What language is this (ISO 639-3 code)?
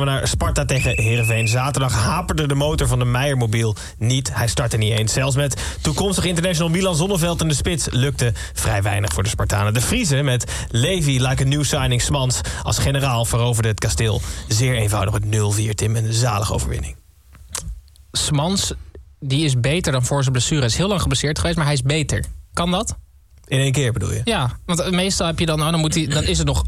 nld